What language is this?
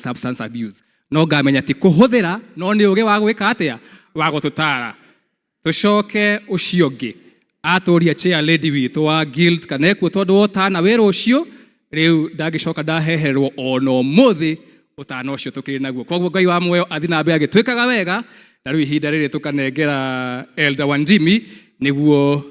Kikuyu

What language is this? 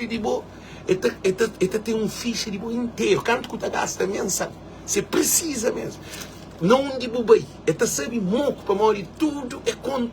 Kabuverdianu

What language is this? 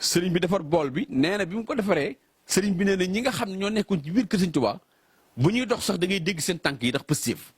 Wolof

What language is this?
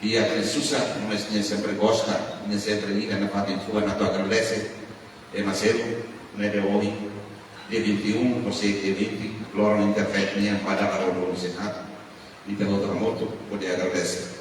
Tetum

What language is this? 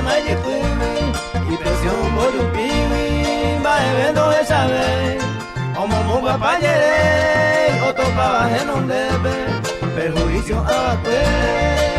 Guarani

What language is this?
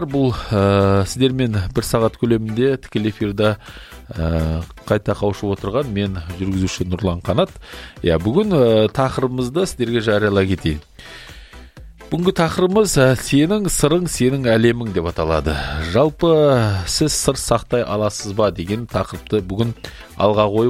Kazakh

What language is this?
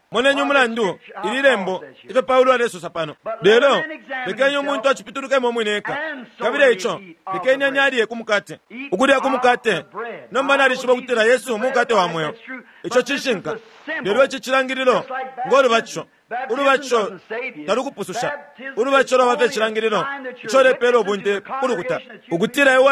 Bemba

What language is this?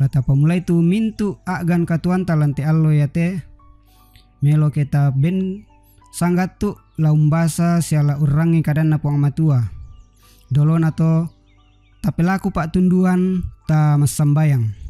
Toraja-Sa'dan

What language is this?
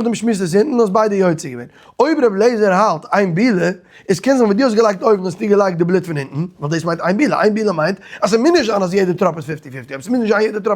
Yiddish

